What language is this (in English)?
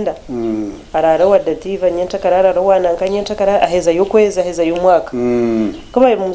Nyankole